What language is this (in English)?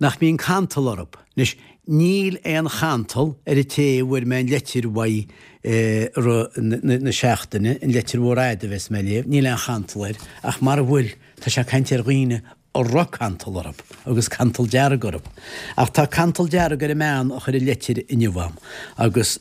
Irish